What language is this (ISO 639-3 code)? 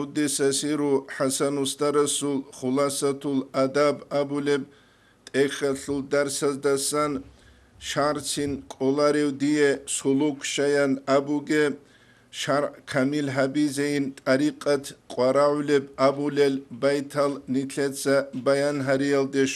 ava